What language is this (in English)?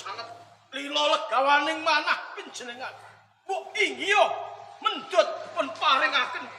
Javanese